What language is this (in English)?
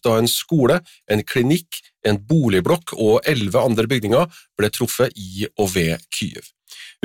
Norwegian